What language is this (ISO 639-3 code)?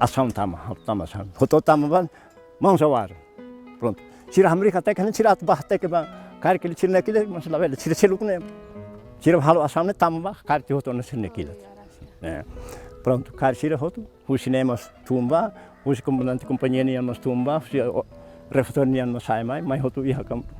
tet